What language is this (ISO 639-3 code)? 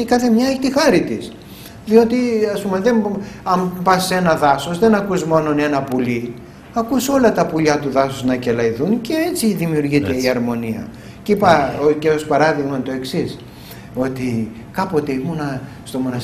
ell